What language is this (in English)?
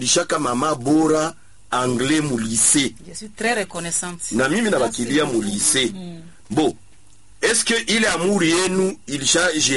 Swahili